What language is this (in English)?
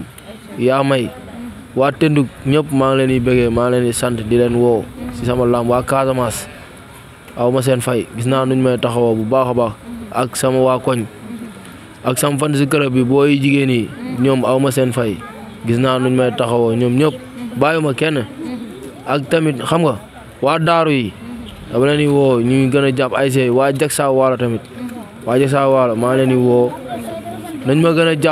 Wolof